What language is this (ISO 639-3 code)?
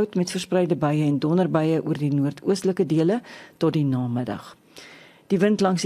afr